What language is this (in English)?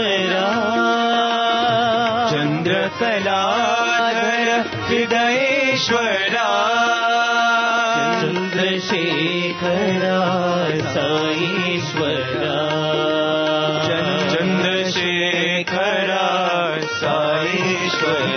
Telugu